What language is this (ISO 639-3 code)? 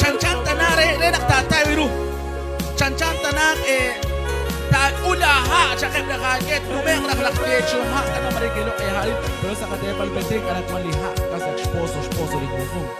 kek